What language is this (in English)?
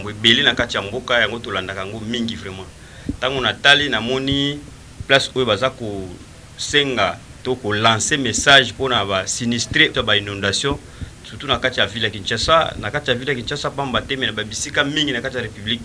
Lingala